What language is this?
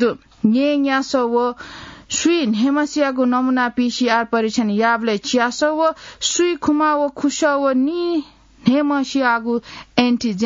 Newari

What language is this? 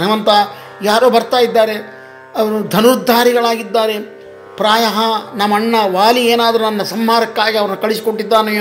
Kannada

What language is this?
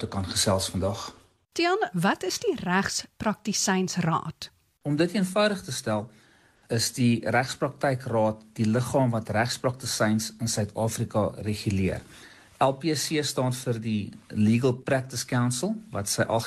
Afrikaans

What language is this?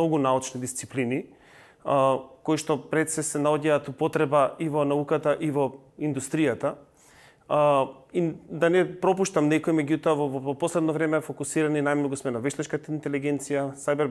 Macedonian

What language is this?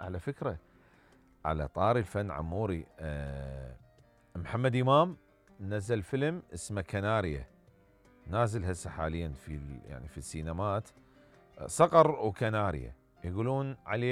Mesopotamian Arabic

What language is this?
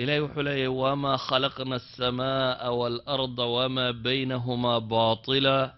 Somali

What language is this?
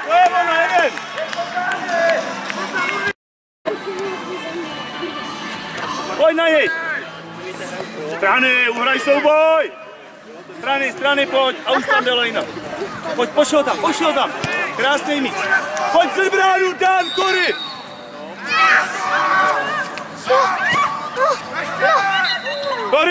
Czech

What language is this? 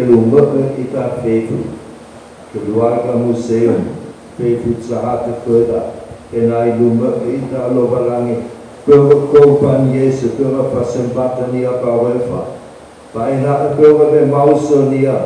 Nias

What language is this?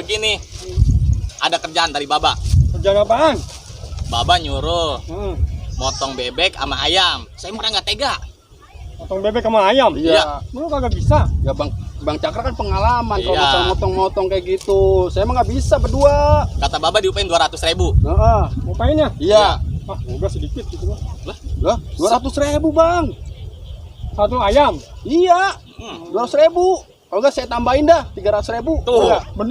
Betawi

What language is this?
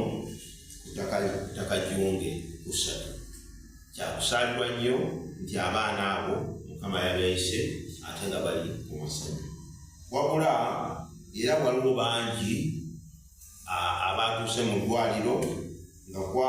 Ganda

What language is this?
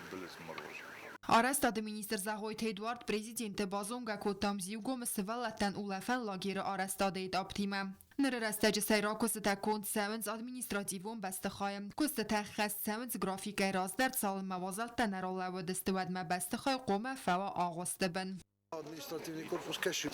Ossetic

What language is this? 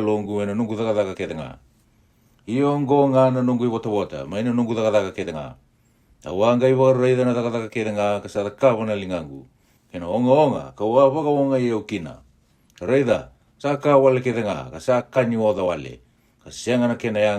Fijian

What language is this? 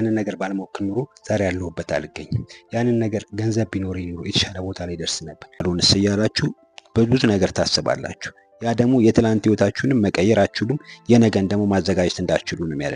Amharic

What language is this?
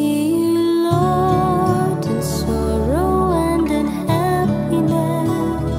English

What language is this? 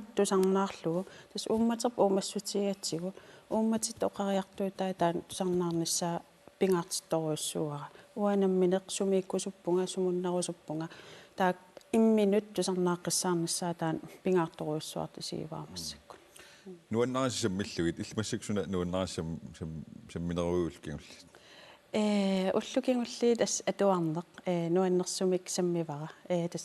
Kalaallisut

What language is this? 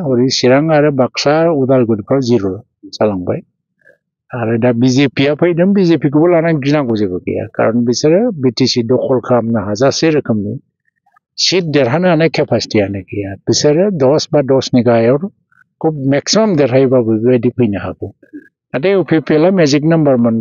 Bodo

